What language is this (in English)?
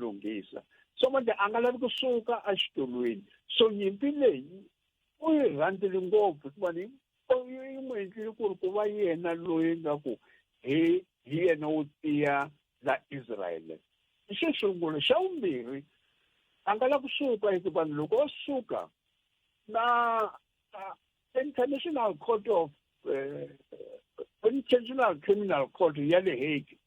Tsonga